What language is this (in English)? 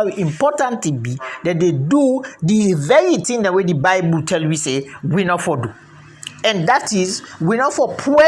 Krio